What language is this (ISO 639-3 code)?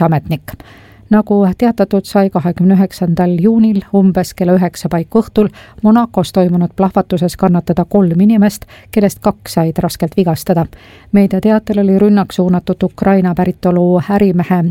est